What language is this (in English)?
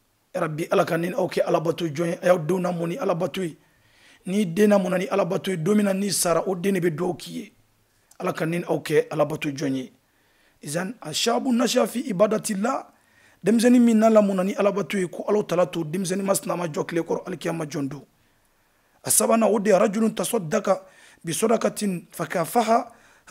Bambara